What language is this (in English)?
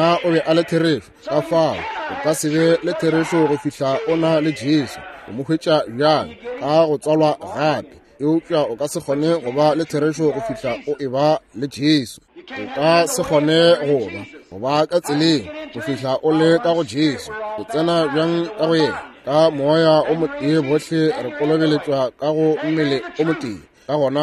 Northern Sotho